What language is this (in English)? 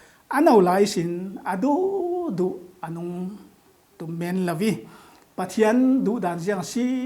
Falam Chin